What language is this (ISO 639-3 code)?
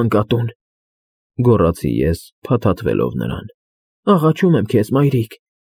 hye